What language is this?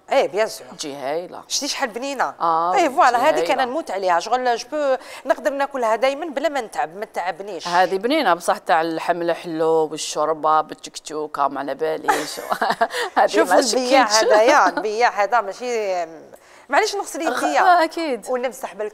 Algerian Arabic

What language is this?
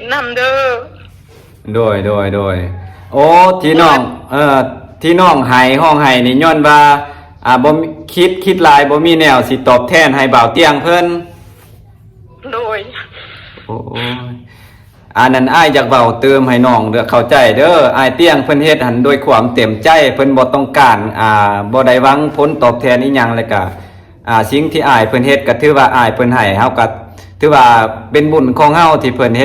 Lao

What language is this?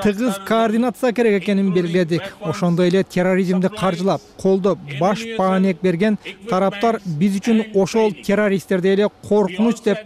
Kyrgyz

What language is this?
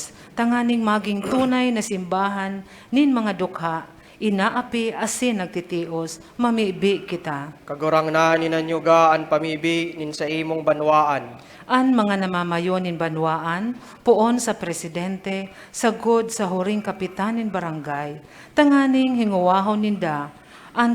Bikol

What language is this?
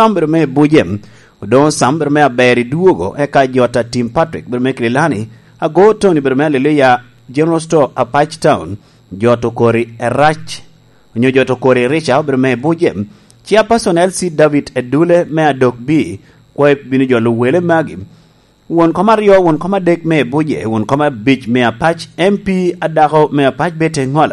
Lango (Uganda)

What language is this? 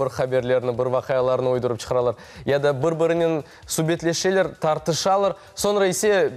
Crimean Tatar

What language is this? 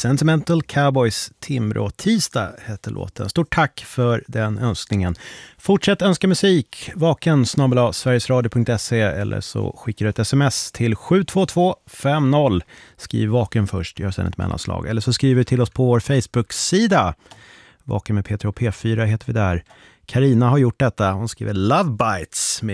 Swedish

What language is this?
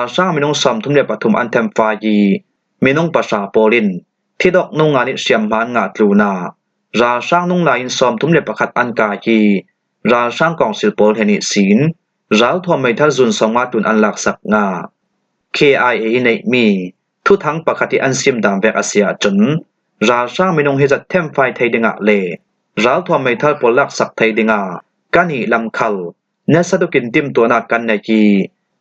Falam Chin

